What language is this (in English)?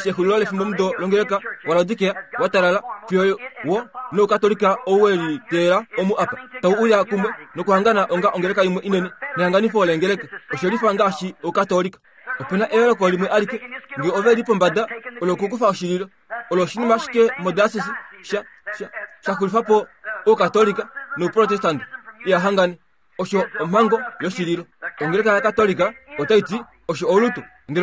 Kuanyama